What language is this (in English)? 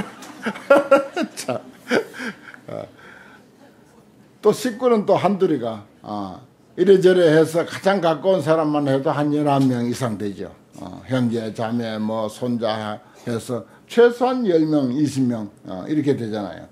Korean